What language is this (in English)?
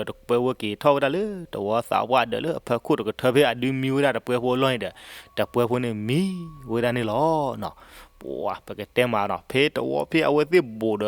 S'gaw Karen